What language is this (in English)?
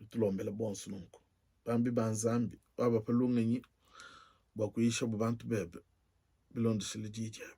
Luba-Lulua